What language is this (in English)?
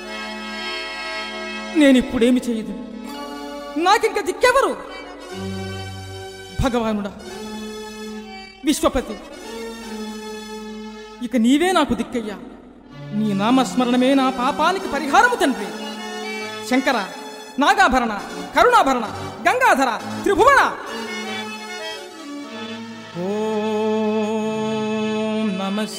Telugu